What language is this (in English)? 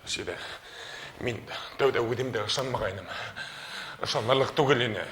Bashkir